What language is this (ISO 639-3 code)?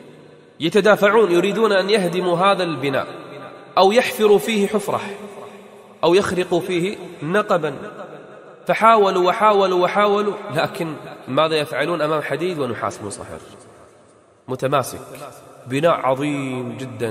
ara